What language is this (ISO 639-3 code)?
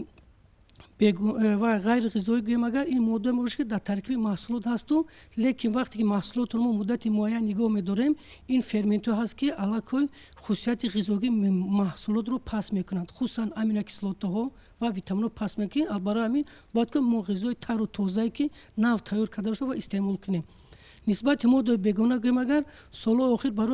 tgk